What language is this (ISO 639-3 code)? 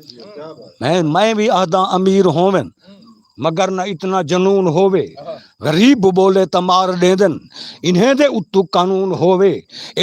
skr